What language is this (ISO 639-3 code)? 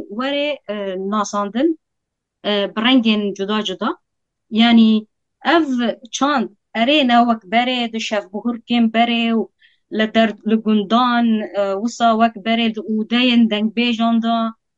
kur